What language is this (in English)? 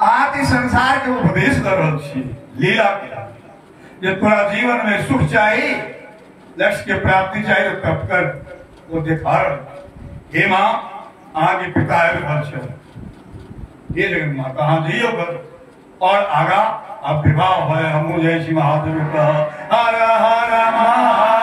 Maithili